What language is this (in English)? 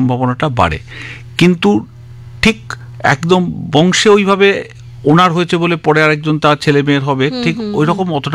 Bangla